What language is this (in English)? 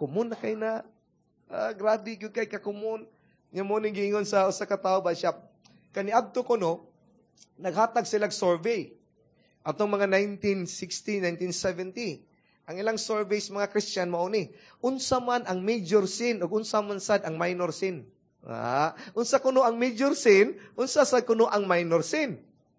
Cebuano